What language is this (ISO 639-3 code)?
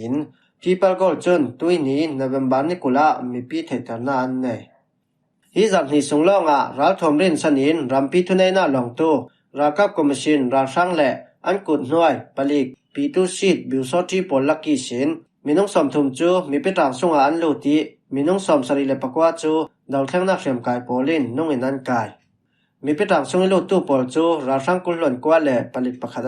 cfm